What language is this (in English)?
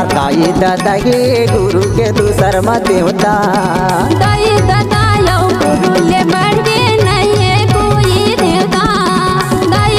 Chhattisgarhi